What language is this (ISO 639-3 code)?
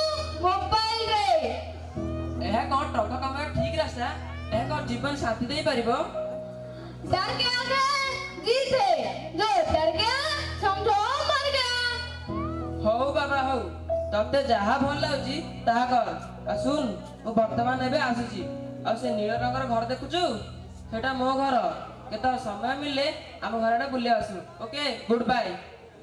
ori